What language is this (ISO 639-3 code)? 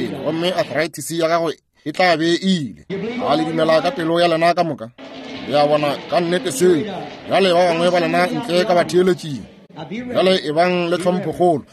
nso